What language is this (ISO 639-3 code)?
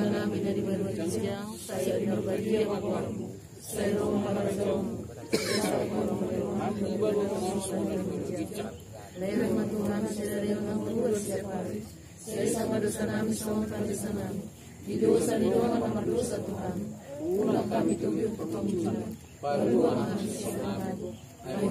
bbc